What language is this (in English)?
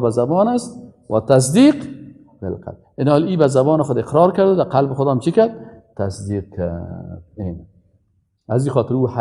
Persian